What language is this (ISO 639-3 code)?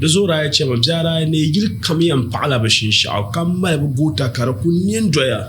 dag